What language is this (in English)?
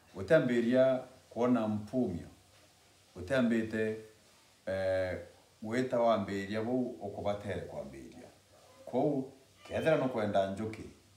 Meru